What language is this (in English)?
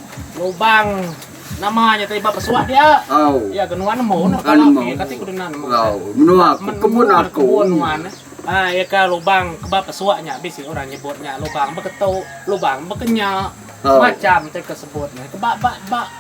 Iban